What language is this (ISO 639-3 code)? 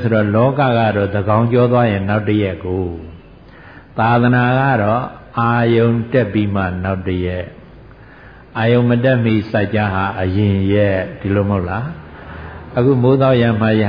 mya